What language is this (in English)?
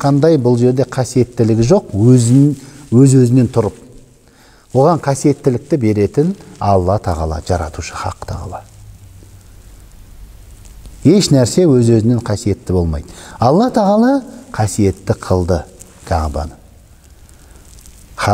Kazakh